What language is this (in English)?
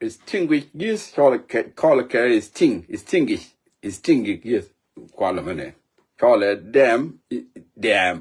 Nuer